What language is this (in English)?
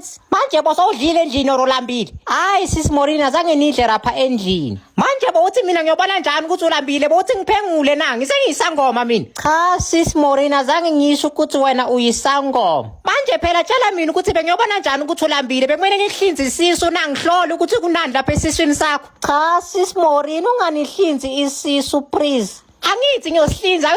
Zulu